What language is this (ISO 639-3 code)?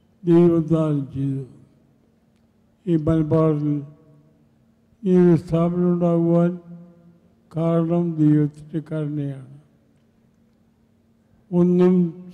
mal